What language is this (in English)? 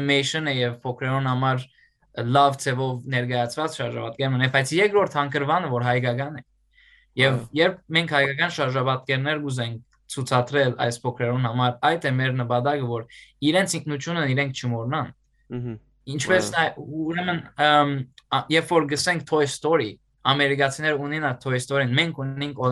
Western Armenian